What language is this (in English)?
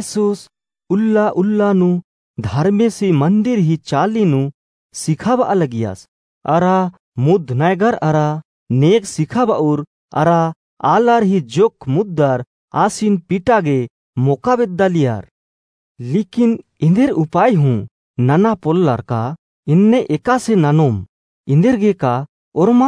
Kurukh